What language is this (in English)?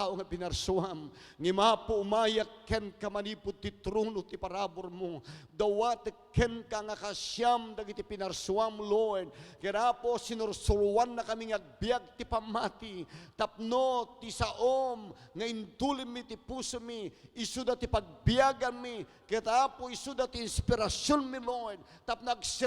Iloko